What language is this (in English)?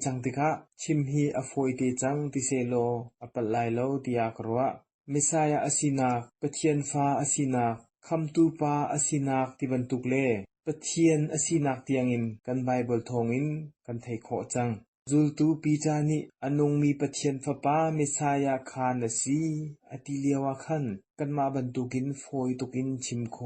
Hakha Chin